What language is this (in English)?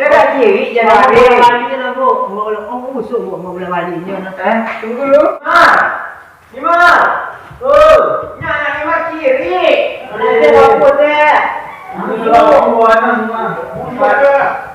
Minangkabau